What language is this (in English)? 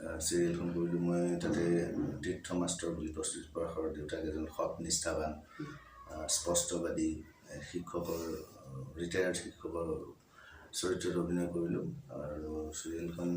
Assamese